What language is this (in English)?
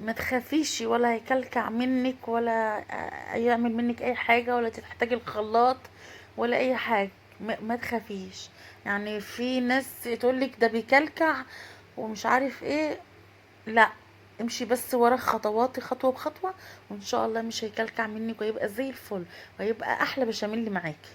Egyptian Arabic